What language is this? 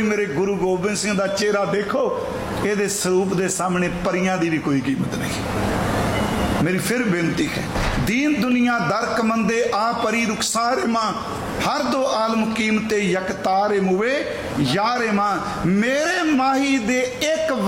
Punjabi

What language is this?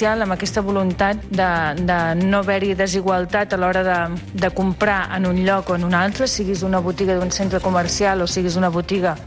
Catalan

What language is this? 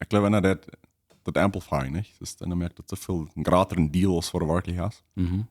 Plautdietsch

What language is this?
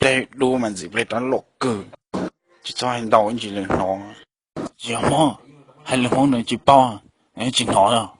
Hmong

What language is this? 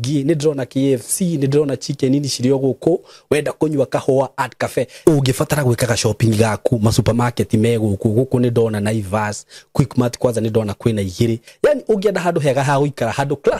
Kikuyu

